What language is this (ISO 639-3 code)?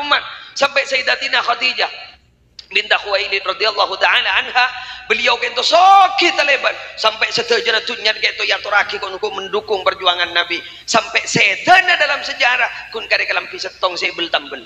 mad